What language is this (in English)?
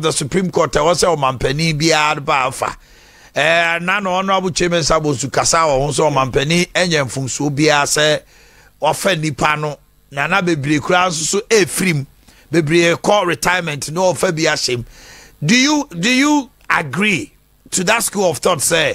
Akan